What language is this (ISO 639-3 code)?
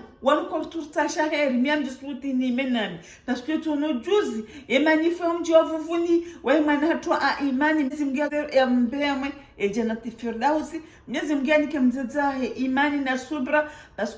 zdj